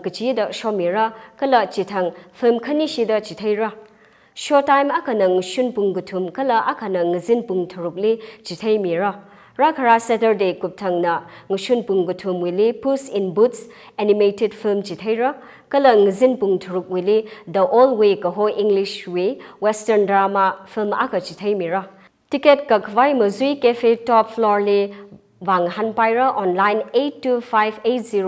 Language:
Tangkhul Naga (India)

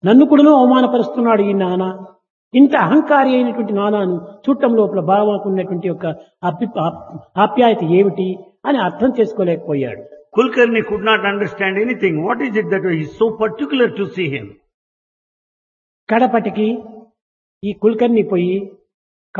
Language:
Telugu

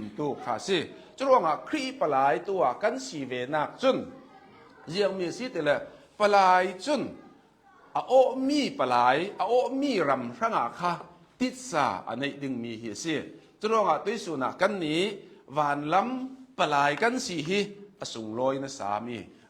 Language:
Hakha Chin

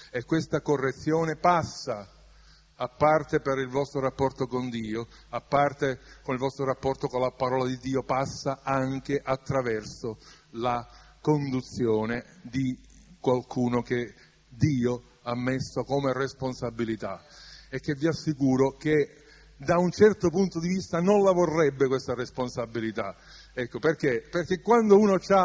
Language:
Italian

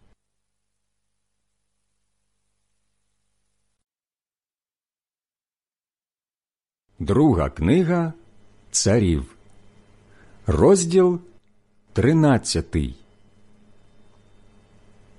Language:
Ukrainian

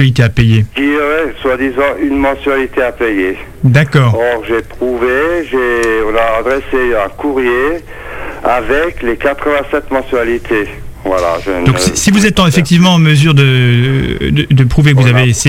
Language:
French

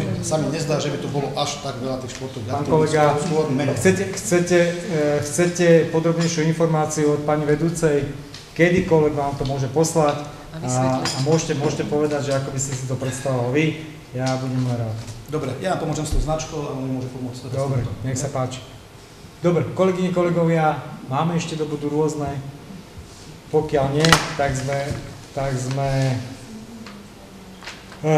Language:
Slovak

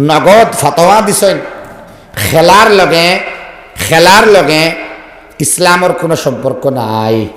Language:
Sylheti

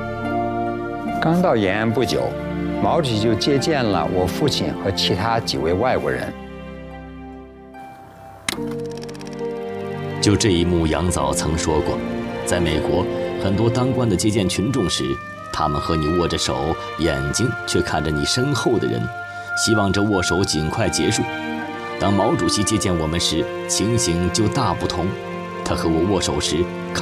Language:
Chinese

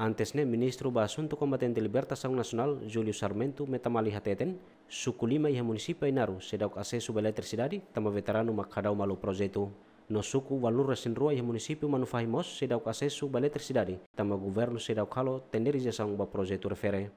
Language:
Tetum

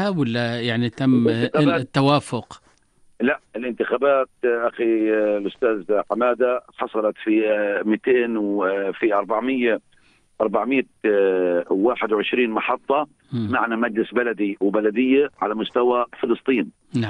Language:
North Levantine Arabic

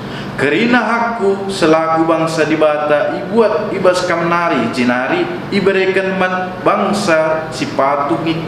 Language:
Batak Karo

